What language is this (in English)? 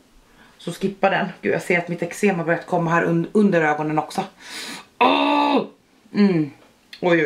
Swedish